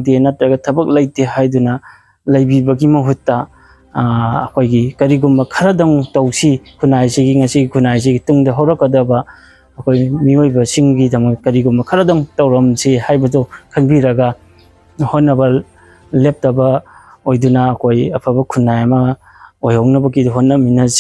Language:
Manipuri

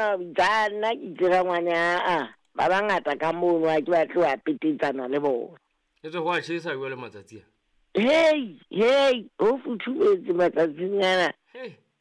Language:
Southern Sotho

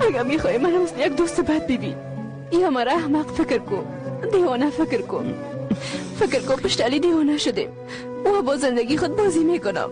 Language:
Persian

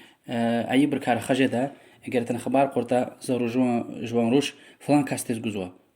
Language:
Lezghian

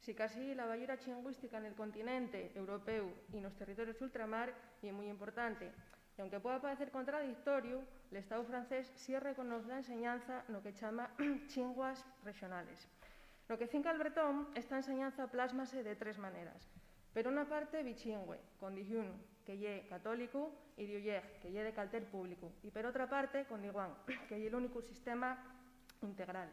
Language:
Asturian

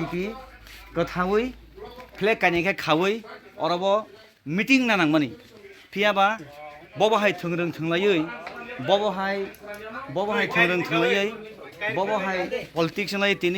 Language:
Kok Borok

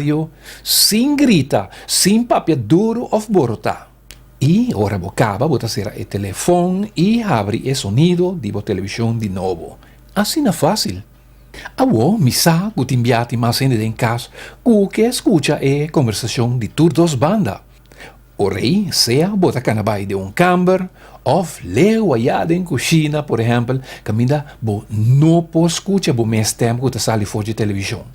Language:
Papiamento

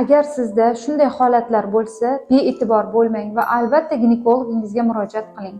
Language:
Uzbek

